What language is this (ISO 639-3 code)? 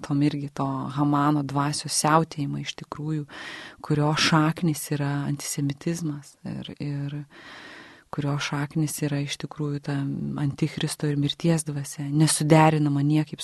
lit